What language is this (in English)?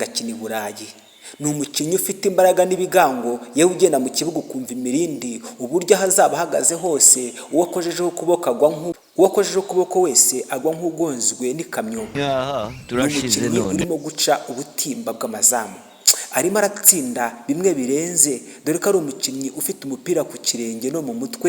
Kinyarwanda